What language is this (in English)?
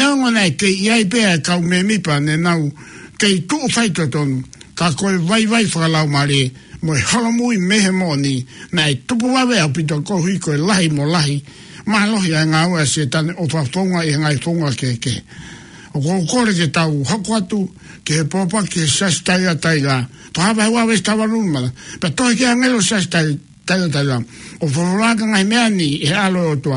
Tongan